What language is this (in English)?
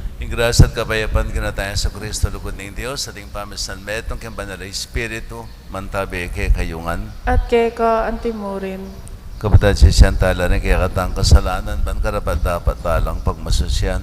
Pampanga